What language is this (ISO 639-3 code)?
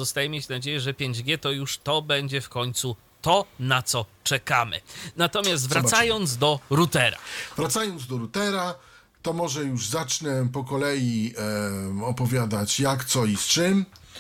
pol